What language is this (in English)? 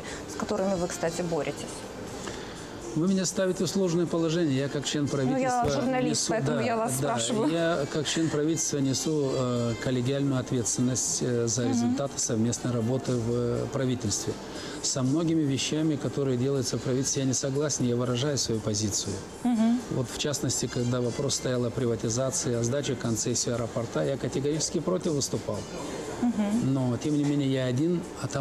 Russian